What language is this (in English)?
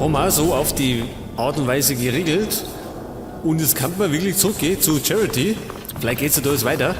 Bavarian